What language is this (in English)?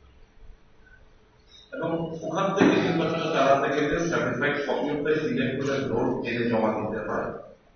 Bangla